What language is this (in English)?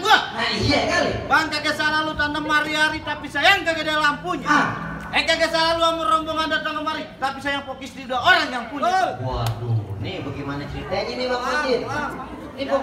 Betawi